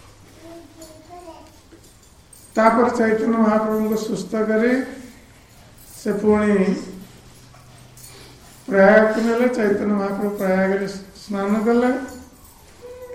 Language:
Odia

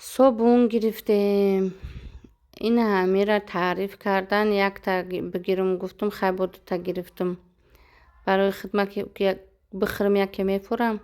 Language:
Tajik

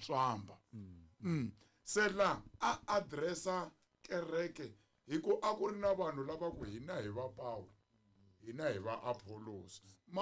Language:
Tsonga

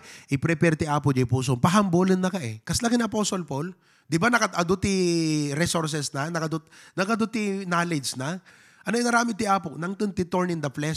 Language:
Iloko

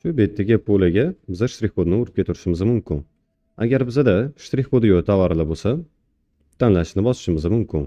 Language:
Uzbek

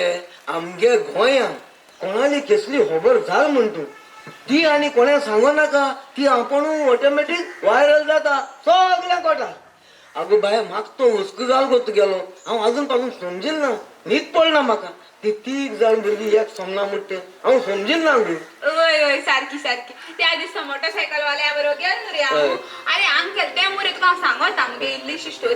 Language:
Konkani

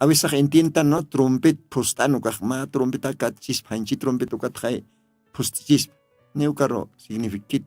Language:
Aymara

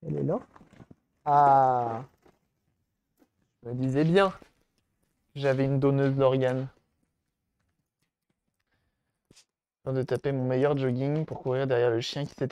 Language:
French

